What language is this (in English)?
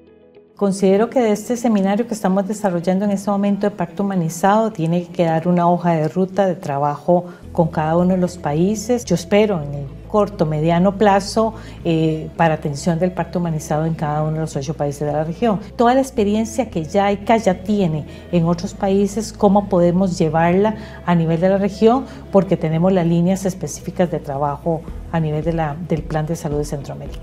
Spanish